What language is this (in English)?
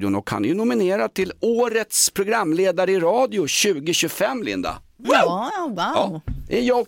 Swedish